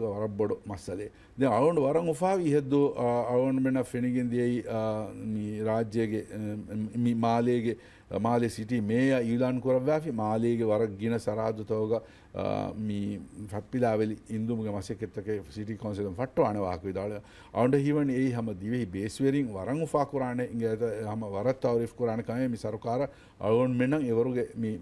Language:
Divehi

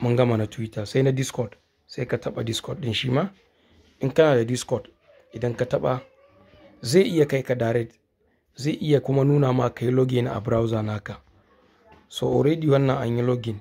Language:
Hausa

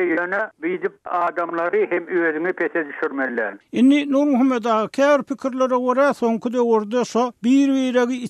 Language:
Turkmen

